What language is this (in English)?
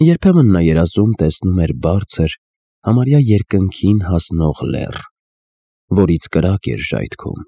Armenian